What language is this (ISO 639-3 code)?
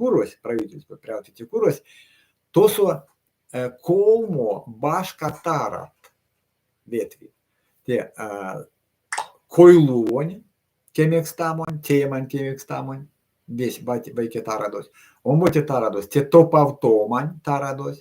myv